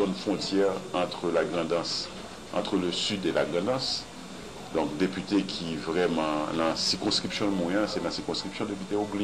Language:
Haitian Creole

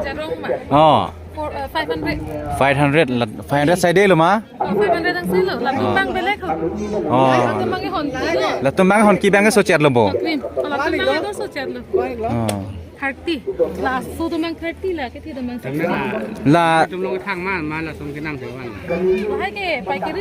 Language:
Karbi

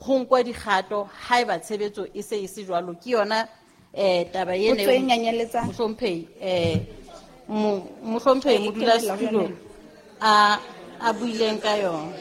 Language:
Southern Sotho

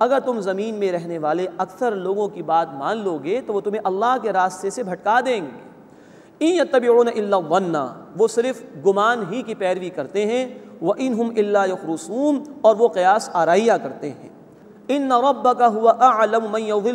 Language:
Urdu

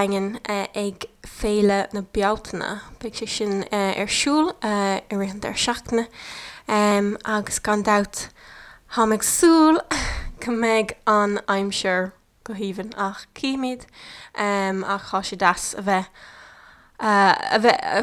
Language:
Irish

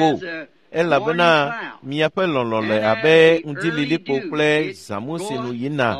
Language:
Ewe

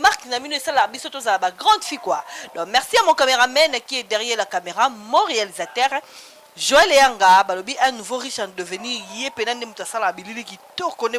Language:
Lingala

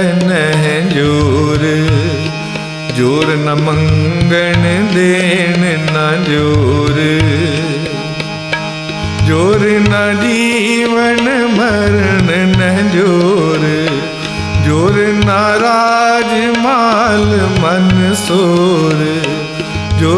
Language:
Punjabi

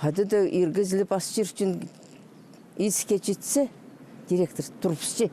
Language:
Khakas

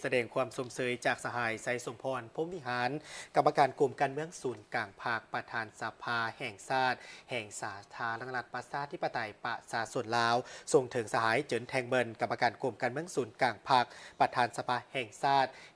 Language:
Lao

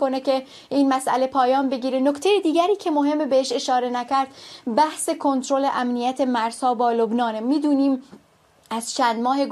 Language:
Persian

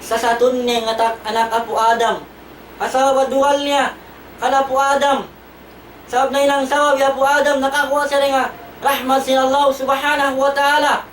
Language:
Tausug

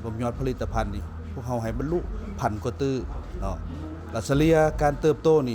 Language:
Lao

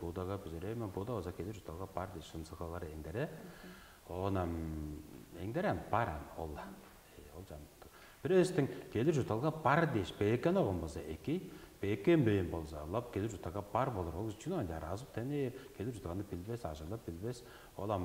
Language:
Tuvinian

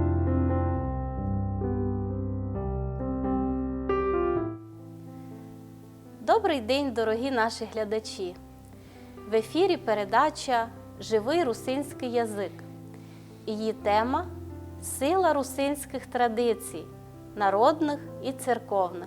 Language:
Rusyn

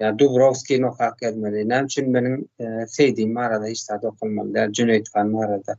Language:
Turkmen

